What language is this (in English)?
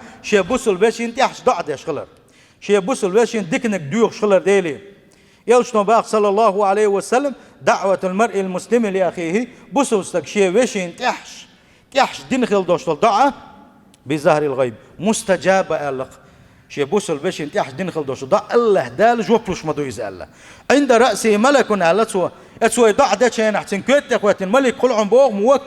Chechen